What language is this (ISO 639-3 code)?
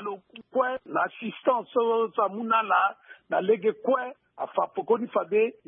sag